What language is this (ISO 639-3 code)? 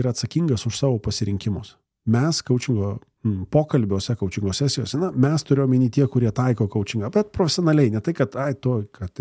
lit